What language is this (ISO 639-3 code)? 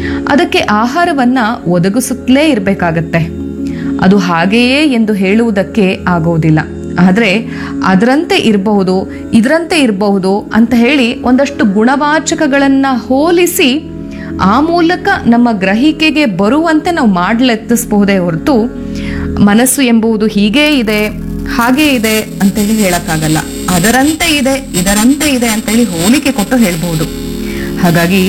kan